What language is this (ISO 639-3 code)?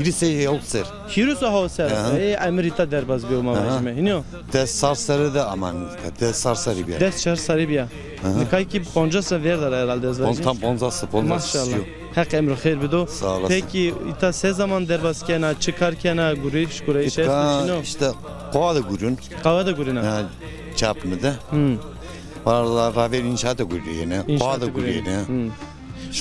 zza